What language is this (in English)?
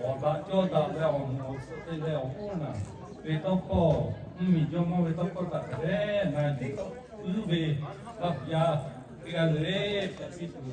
Lahu